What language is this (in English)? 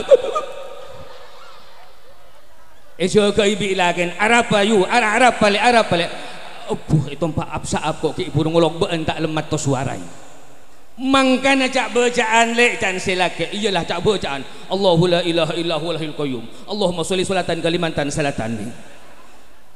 Madurese